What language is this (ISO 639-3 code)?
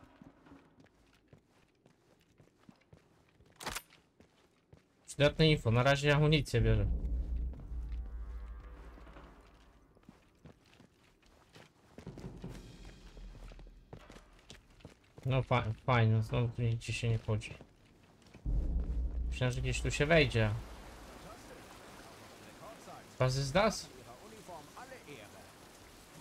pol